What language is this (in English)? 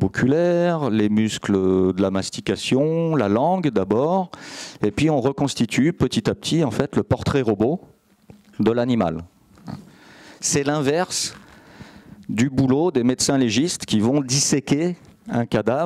French